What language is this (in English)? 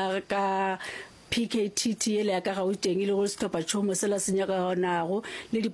Northern Sotho